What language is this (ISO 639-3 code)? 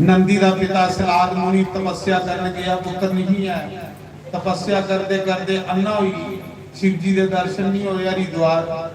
doi